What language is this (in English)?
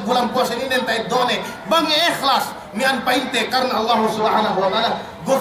Yakan